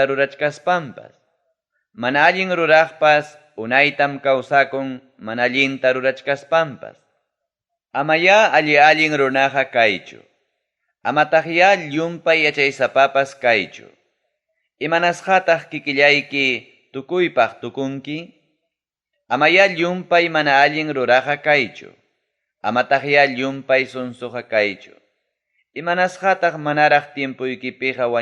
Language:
Ayacucho Quechua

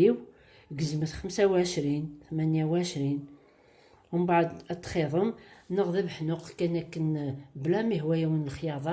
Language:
Kabyle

